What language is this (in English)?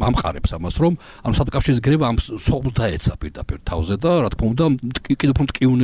Georgian